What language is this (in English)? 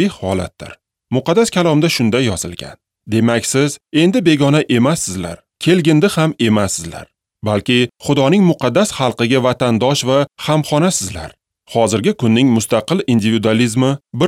Uzbek